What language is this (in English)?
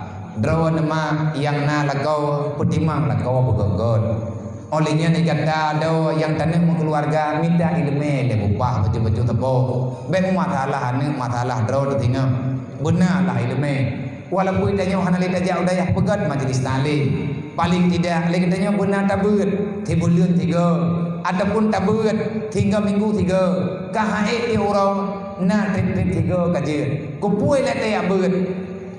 Achinese